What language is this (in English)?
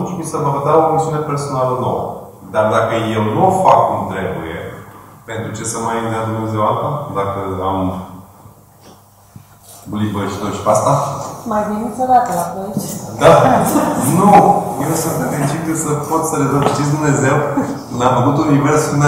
Romanian